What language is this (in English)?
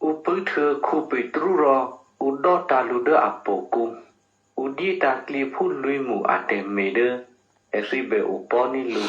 Eastern Kayah